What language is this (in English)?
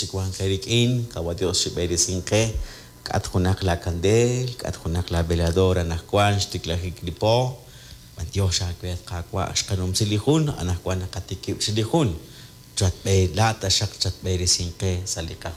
Kekchí